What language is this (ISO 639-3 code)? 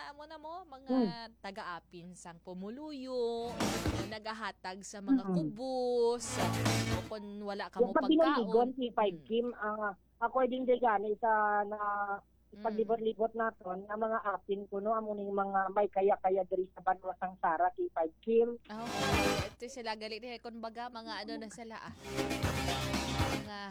hil